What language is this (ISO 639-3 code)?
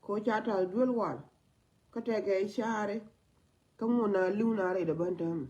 nus